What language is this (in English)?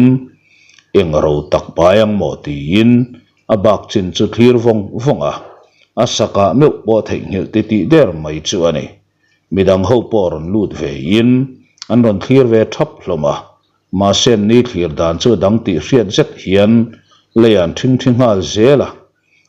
Mizo